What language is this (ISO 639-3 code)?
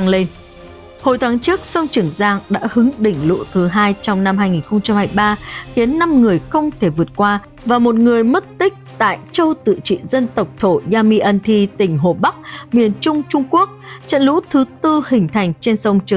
vie